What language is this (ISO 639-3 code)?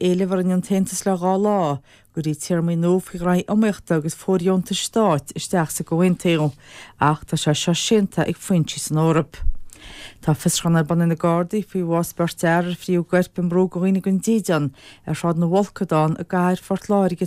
gle